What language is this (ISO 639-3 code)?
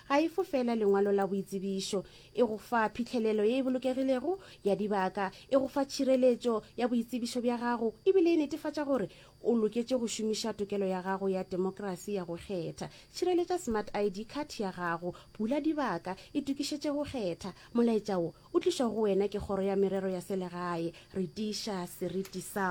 nso